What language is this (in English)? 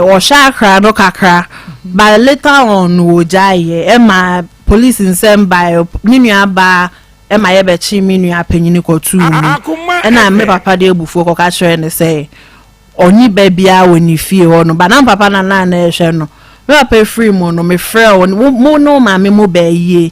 Akan